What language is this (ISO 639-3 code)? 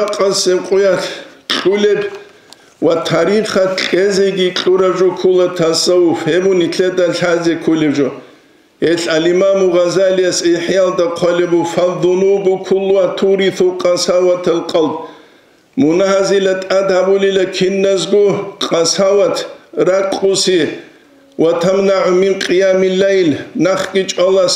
ava